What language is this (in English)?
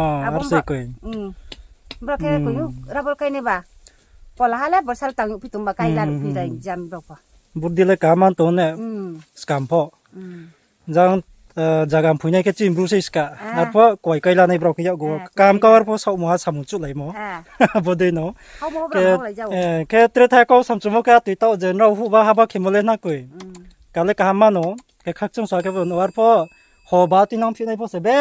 Riang (India)